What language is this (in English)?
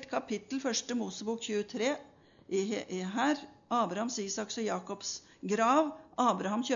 Norwegian